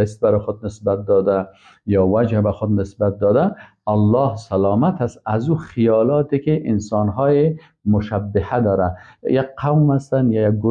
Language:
Persian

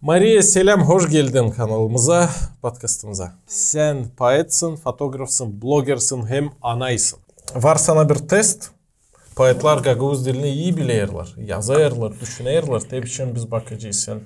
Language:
Gagauz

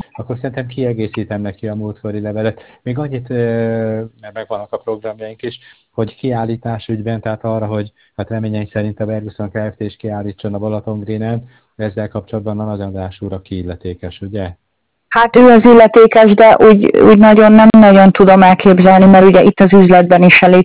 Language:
Hungarian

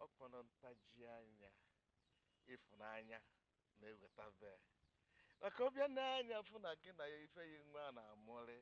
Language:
Igbo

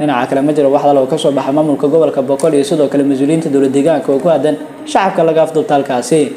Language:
Somali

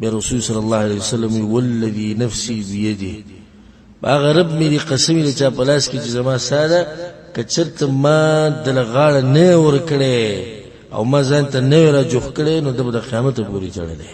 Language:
Pashto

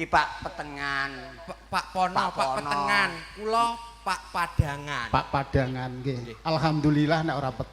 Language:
Javanese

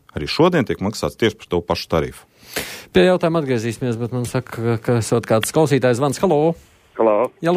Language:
Latvian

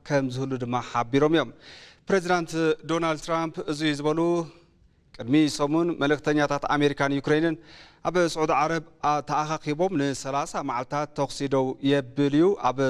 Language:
Tigrinya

